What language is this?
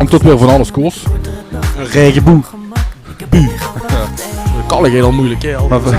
Limburgish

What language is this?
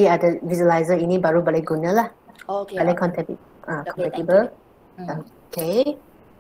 Malay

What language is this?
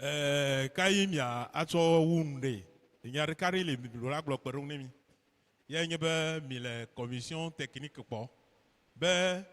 Ewe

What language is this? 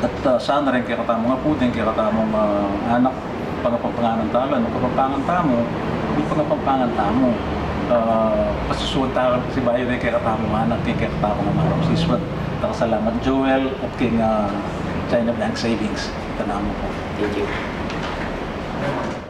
Pampanga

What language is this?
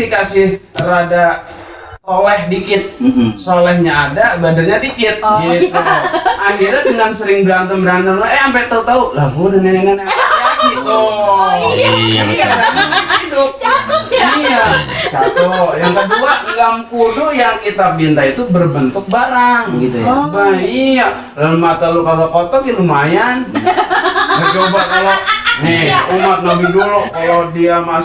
Betawi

